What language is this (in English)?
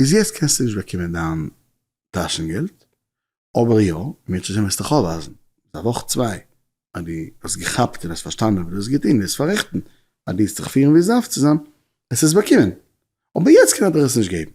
Yiddish